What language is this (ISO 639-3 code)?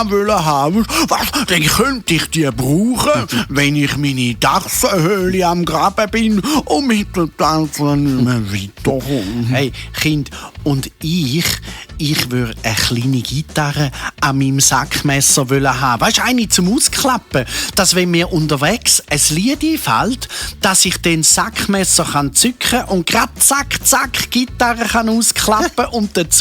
gsw